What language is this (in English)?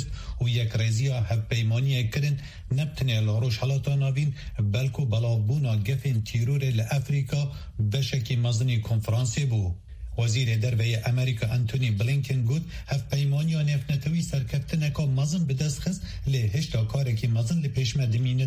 Kurdish